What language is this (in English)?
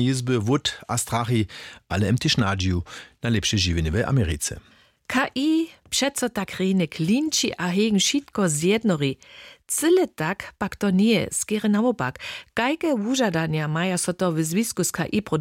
Upper Sorbian